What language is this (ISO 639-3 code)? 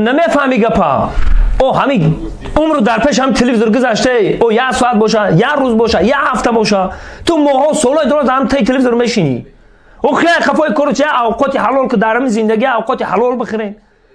tgk